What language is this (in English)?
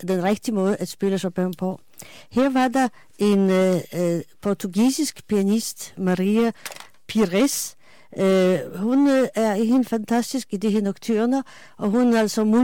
Danish